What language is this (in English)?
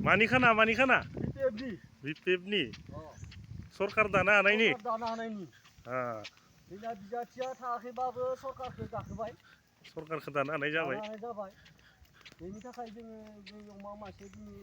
Bodo